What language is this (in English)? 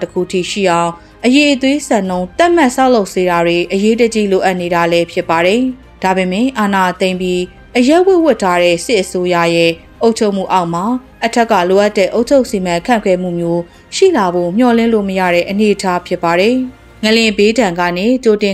Burmese